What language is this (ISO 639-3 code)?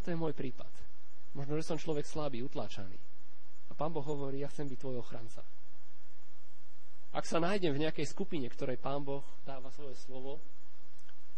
slk